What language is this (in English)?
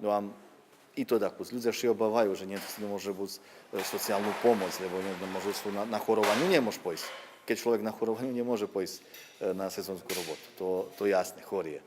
Rusyn